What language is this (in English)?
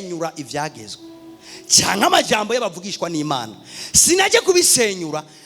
Rundi